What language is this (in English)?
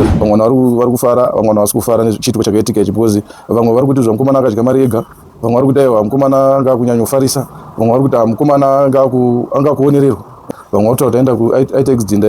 Shona